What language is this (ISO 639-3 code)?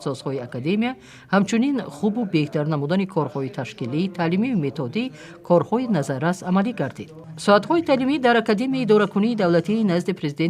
tgk